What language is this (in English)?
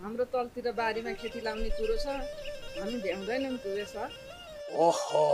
Nepali